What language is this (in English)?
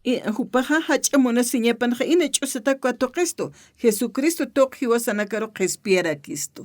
Aymara